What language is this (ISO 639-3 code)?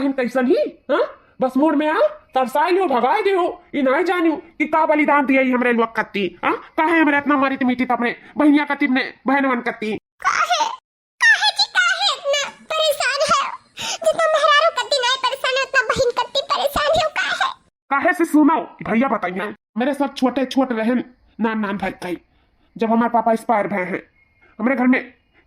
awa